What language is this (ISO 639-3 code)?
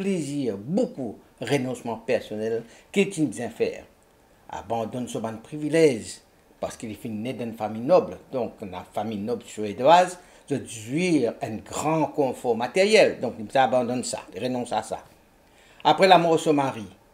mfe